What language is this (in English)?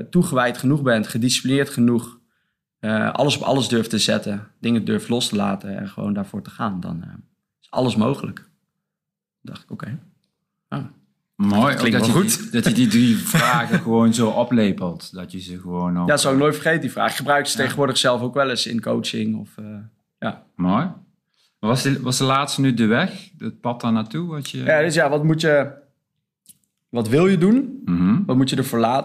Dutch